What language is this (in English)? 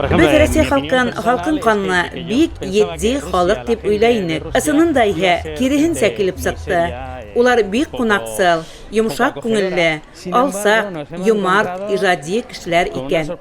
Bashkir